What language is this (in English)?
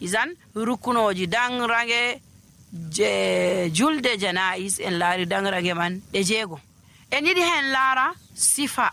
Nigerian Fulfulde